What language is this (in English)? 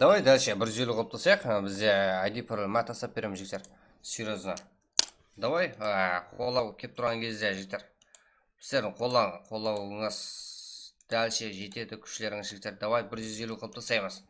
Kara-Kalpak